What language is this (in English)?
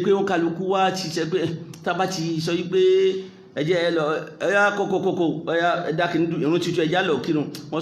Yoruba